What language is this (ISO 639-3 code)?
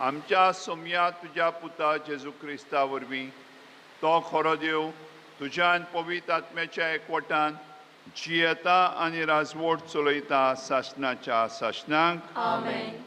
kok